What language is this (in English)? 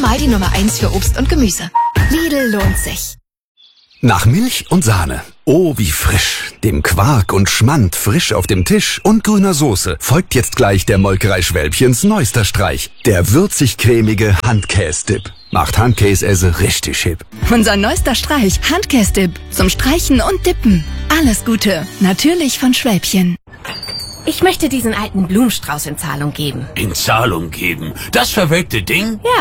German